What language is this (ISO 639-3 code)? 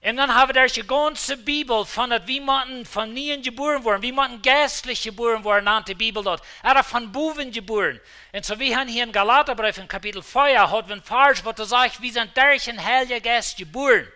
pdt